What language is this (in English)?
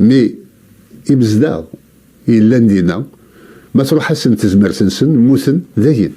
Kabyle